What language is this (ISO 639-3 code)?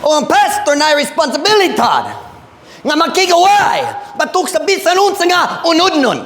ceb